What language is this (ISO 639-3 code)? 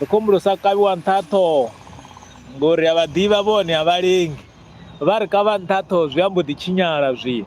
ven